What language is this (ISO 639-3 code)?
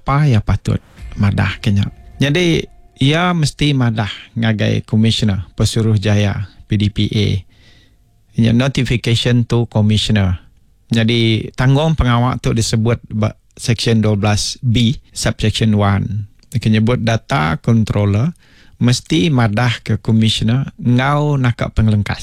iba